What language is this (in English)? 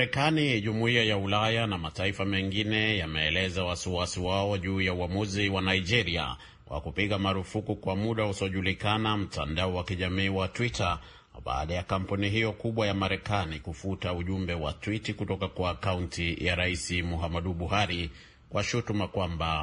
Swahili